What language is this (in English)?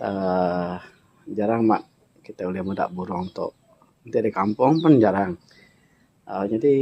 Iban